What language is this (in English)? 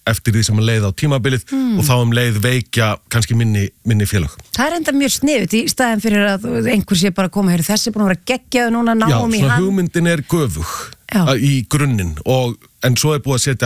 Icelandic